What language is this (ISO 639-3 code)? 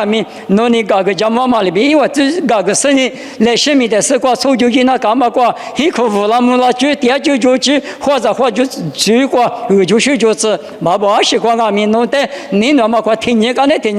lis